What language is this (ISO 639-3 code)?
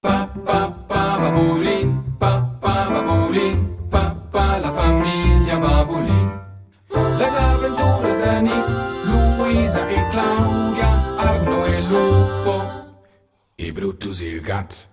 roh